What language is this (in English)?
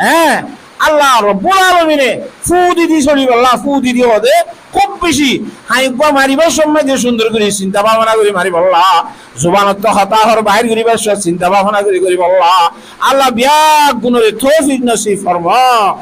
Rohingya